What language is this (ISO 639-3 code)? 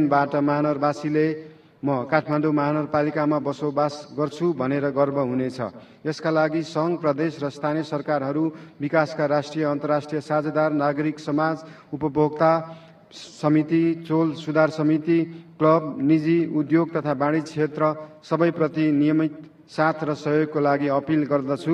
nep